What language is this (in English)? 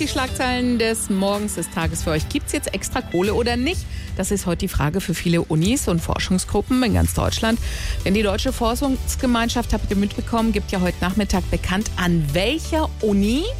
German